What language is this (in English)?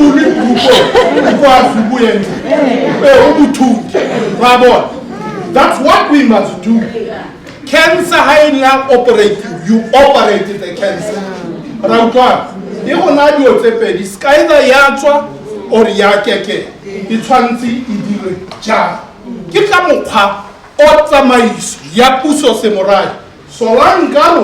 Tswana